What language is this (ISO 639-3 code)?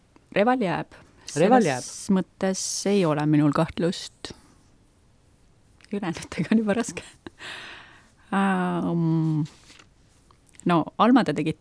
est